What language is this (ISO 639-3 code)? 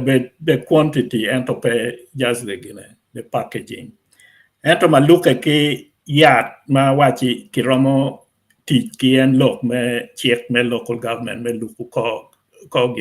ach